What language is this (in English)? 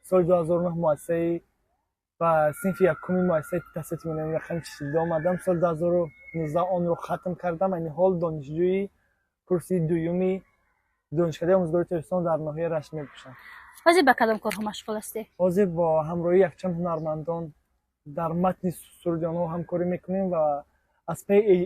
Tajik